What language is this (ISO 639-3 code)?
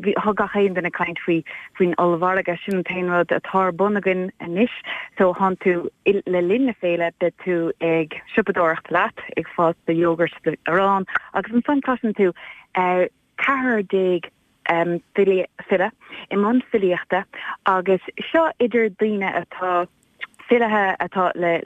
gle